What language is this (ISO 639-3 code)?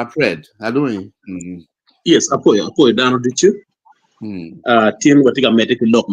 ach